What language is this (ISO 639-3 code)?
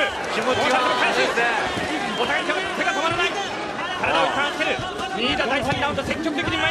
jpn